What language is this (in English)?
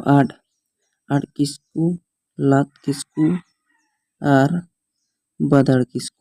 Santali